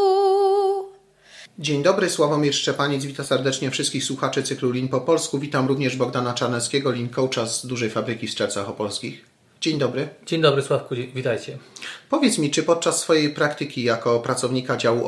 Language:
Polish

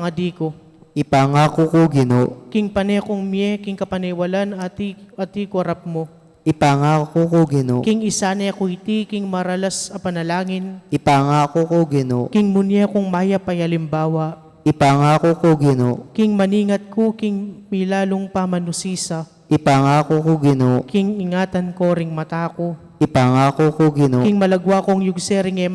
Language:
Pampanga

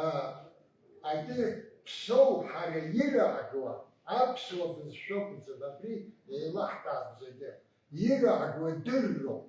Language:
Abkhazian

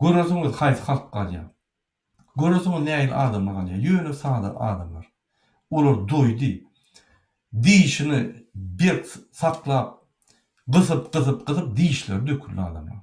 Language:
Turkmen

